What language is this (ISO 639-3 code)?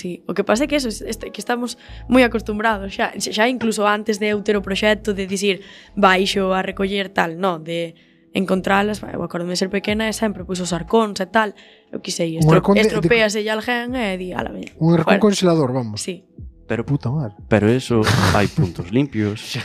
glg